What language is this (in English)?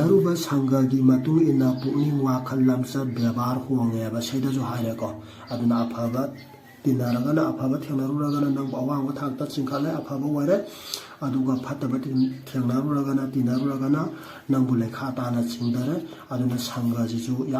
Manipuri